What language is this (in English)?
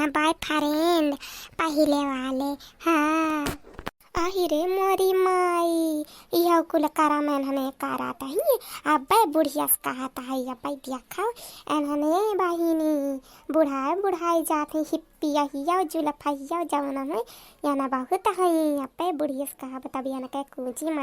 Awadhi